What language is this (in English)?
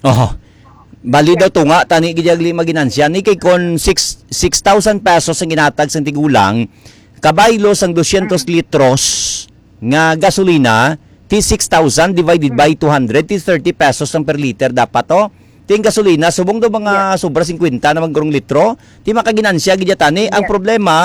Hiligaynon